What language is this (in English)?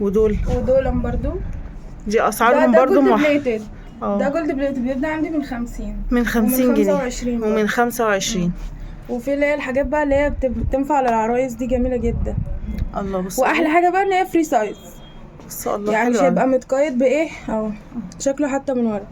Egyptian Arabic